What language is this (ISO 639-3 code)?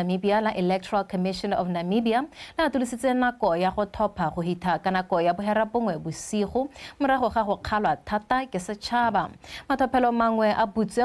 tsn